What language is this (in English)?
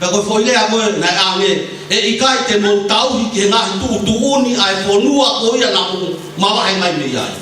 Tongan